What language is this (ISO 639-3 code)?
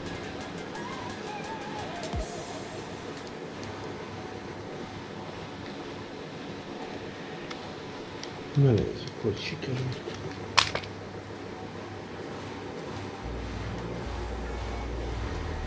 hun